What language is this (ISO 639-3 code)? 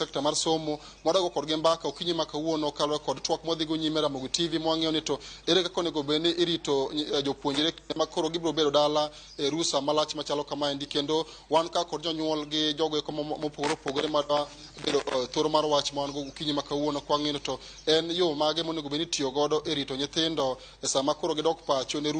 luo